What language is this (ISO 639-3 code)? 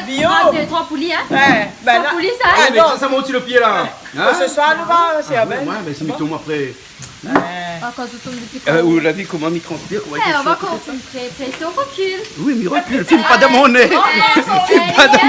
rcf